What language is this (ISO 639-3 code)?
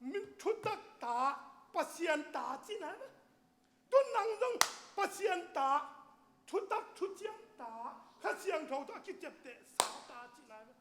ctd